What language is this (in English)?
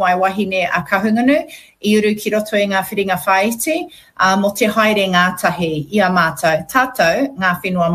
Māori